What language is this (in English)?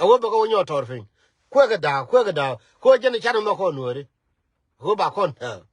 Nuer